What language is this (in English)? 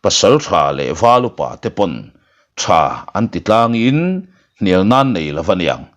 Mizo